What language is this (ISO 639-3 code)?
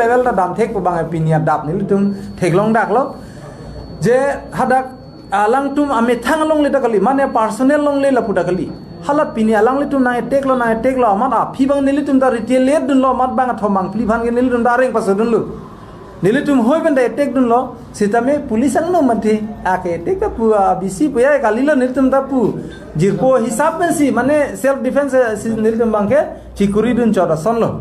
mjw